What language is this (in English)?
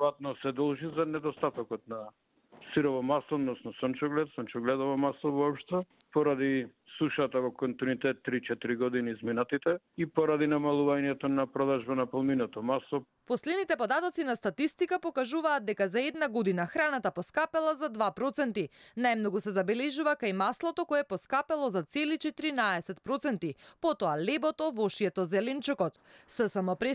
Macedonian